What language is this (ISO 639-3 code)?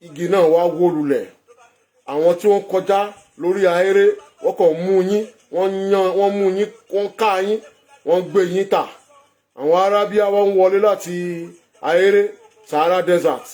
yor